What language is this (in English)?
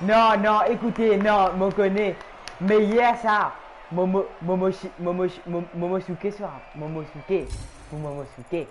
Morisyen